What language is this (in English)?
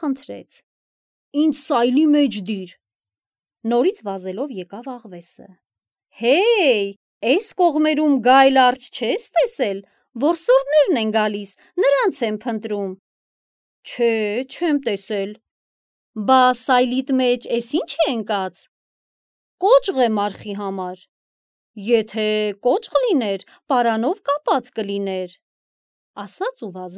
Armenian